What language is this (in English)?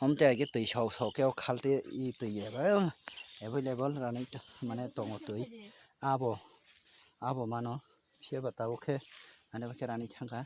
Kok Borok